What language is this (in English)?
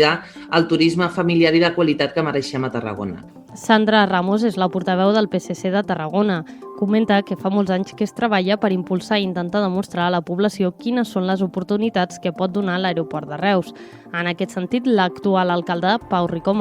Catalan